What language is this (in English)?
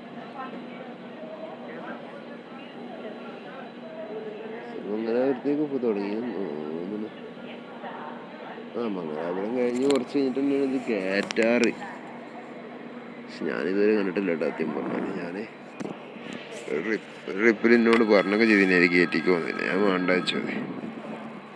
Malayalam